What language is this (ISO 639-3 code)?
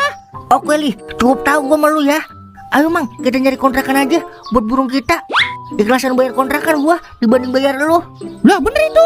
bew